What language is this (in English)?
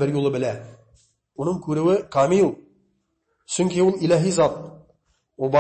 Bashkir